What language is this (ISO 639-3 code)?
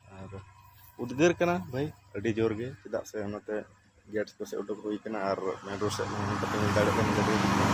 sat